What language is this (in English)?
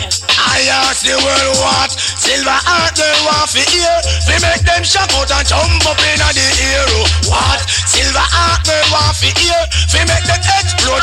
Jamaican Creole English